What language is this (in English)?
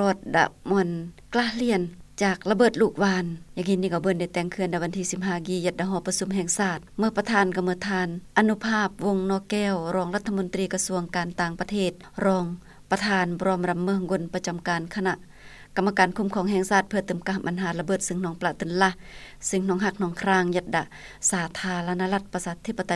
Lao